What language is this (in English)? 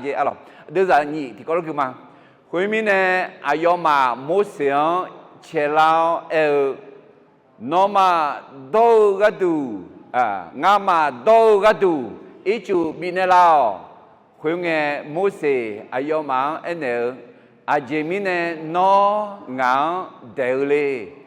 Akha